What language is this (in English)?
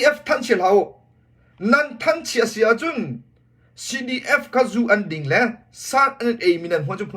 Hakha Chin